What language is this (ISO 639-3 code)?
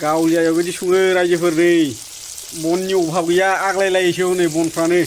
brx